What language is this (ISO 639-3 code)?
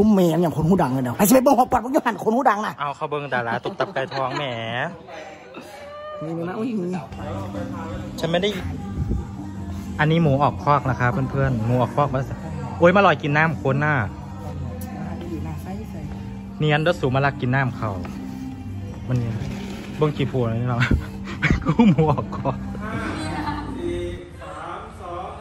tha